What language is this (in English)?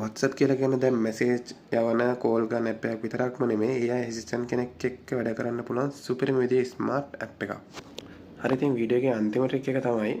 Sinhala